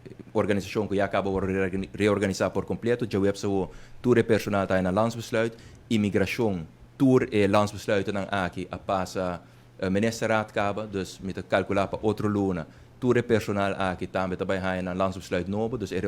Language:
Papiamento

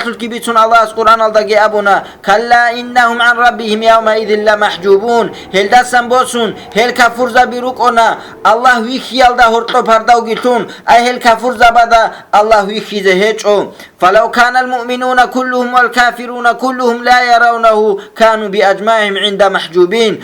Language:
Avaric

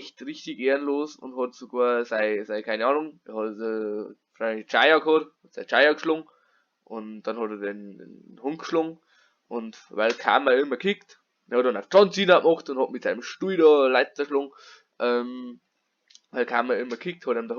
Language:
Bavarian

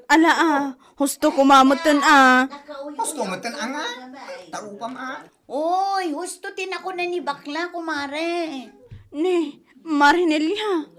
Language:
Iloko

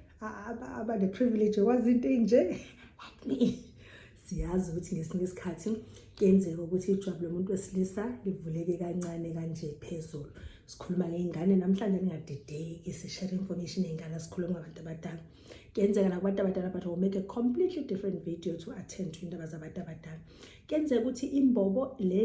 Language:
Zulu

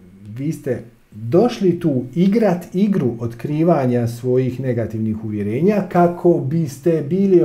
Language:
Croatian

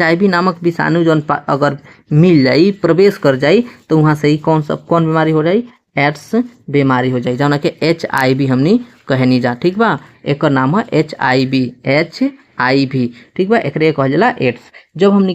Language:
Bhojpuri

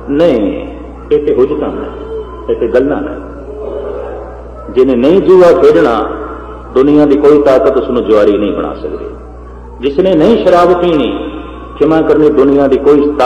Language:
Punjabi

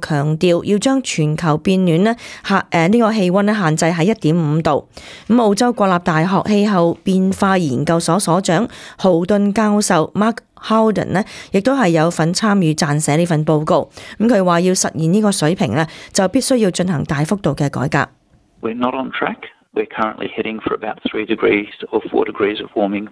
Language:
Cantonese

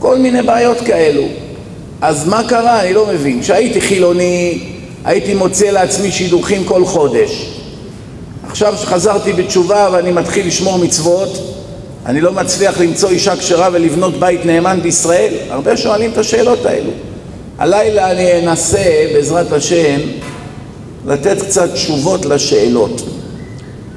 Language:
Hebrew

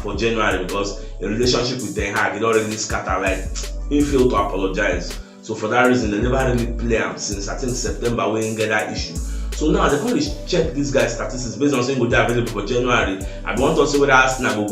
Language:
Nigerian Pidgin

